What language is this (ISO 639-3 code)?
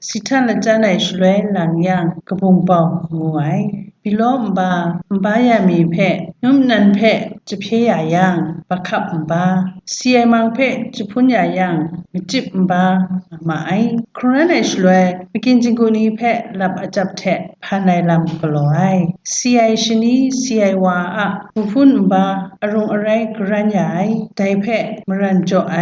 kac